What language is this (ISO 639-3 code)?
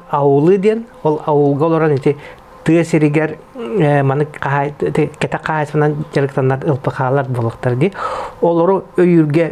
sah